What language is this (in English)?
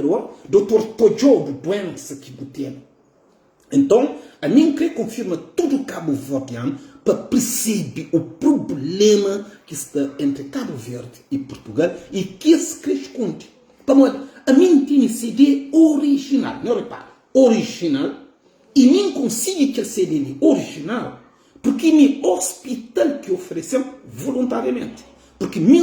Kabuverdianu